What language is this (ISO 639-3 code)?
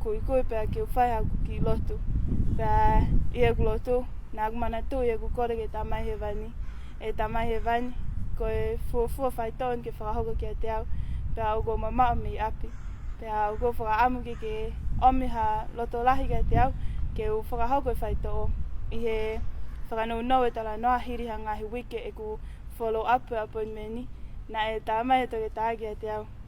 ton